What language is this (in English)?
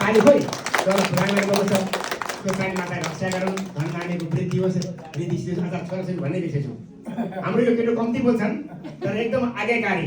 Nepali